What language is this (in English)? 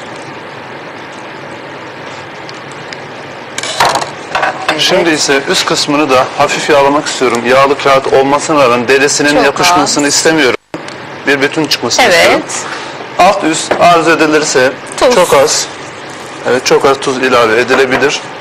Turkish